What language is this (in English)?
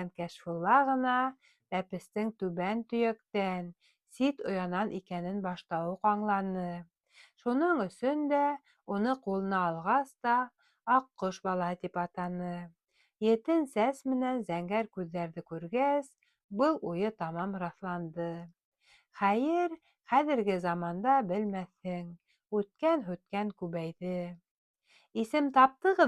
Bashkir